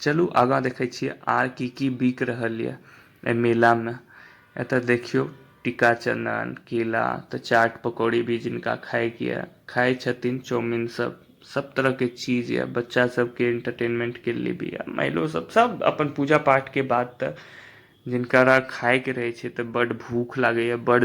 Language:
Maithili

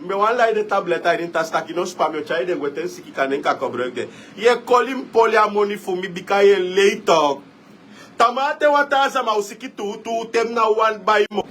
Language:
Sranan Tongo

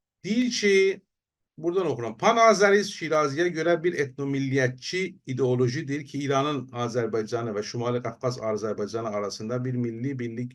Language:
South Azerbaijani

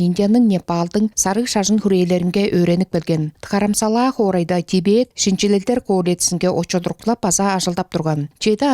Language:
Tuvinian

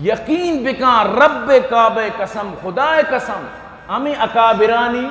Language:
Eastern Balochi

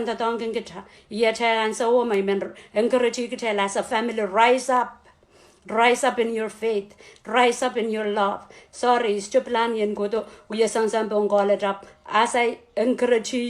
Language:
Pohnpeian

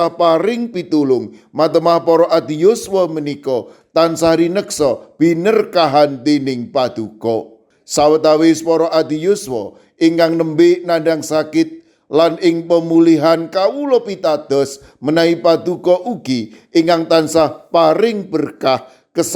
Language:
Javanese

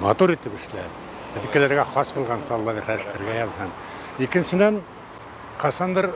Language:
Bashkir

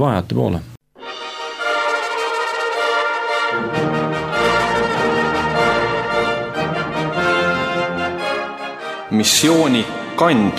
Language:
Estonian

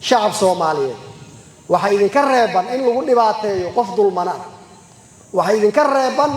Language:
Somali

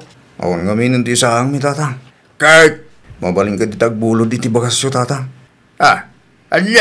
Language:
Iloko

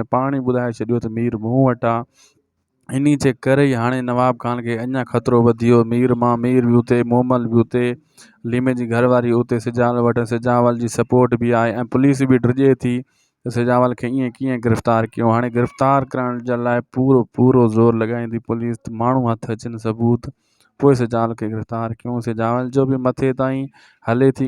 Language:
Sindhi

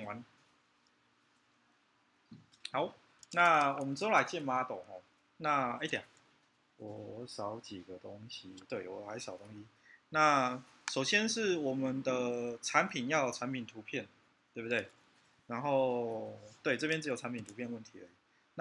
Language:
Chinese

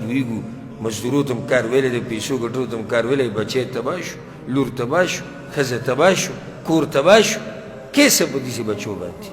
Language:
Pashto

